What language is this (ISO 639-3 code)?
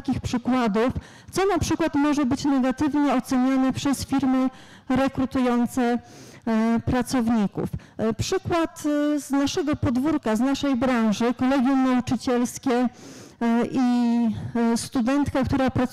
pol